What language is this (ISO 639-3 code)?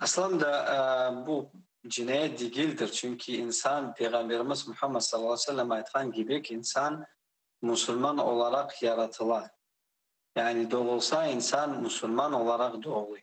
crh